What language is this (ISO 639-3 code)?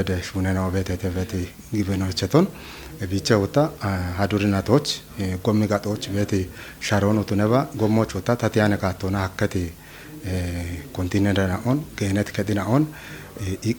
kbr